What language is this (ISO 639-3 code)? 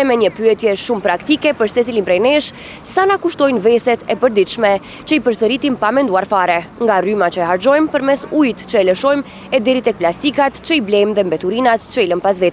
sqi